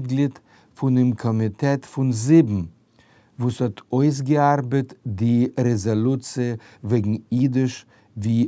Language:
Yiddish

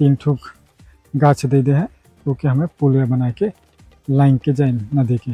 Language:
Sadri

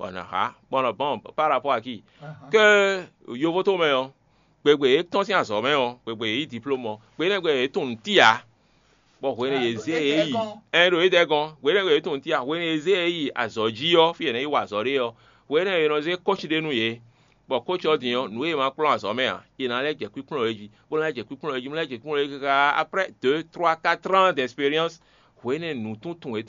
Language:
Fon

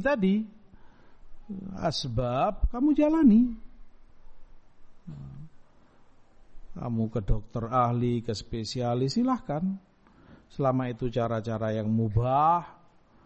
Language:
Indonesian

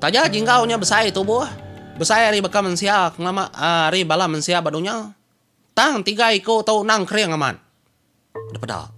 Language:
Iban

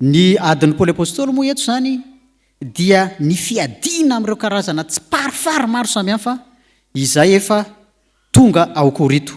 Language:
Malagasy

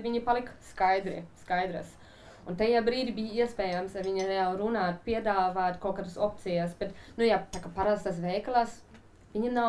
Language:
Latvian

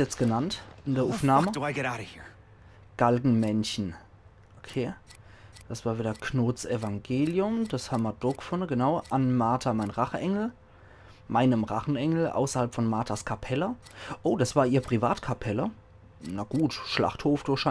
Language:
Palatine German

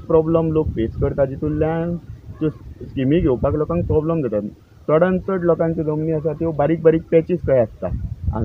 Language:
Konkani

